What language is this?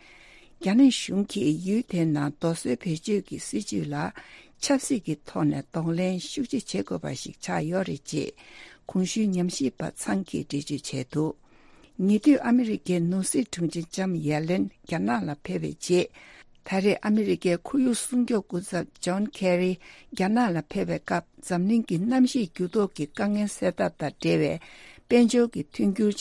Tibetan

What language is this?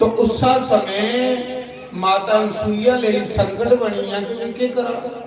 Dogri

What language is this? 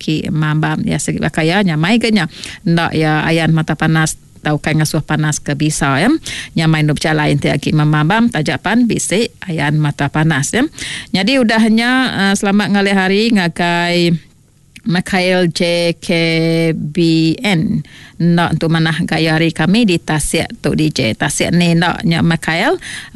Iban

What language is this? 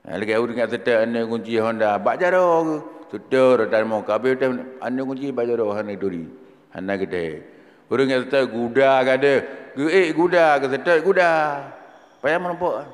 Achinese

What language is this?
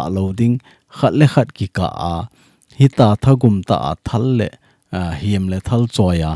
Thado Chin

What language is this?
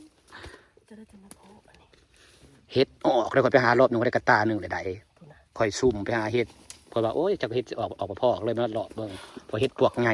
Northeastern Thai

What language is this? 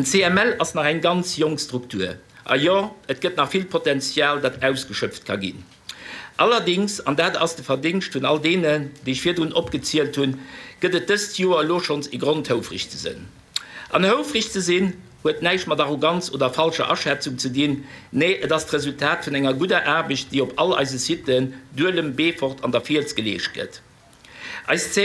Luxembourgish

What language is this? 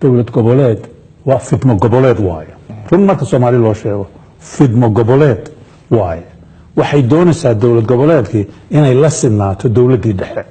Somali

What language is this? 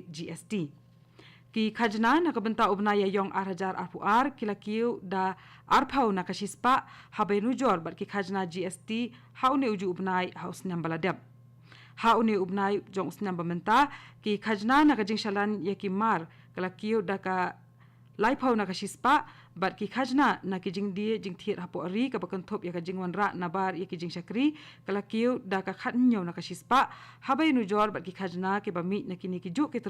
Khasi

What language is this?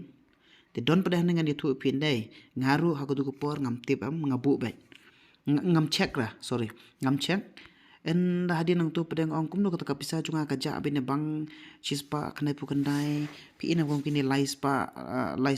Khasi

